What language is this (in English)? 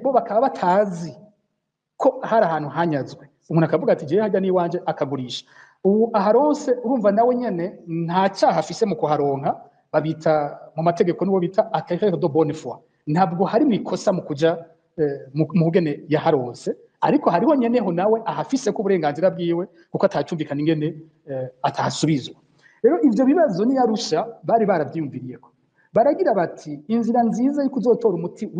Rundi